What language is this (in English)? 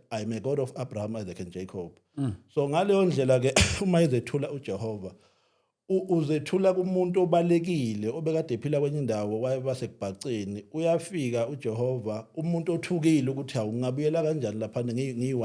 Zulu